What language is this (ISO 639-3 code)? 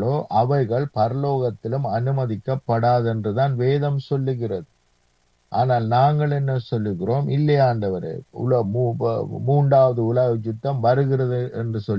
tam